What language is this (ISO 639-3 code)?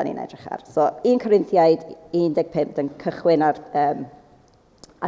cym